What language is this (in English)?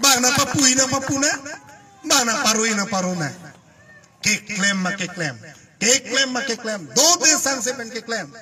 Karbi